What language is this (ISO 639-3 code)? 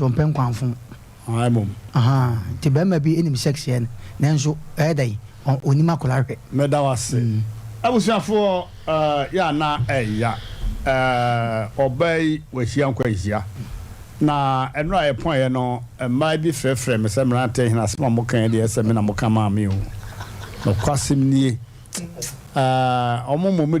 aka